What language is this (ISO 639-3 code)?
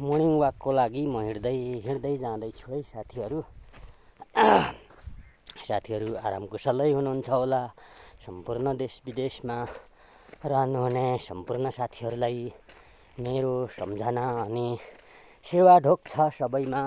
nep